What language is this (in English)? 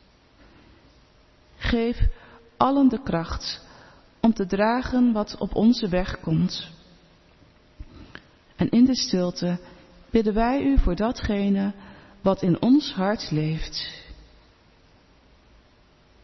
Dutch